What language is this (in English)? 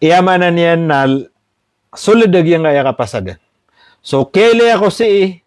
Maranao